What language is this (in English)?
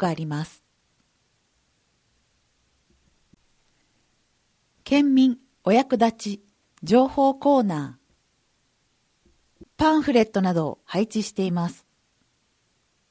Japanese